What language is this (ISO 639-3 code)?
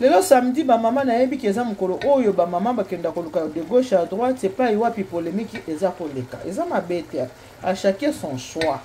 lin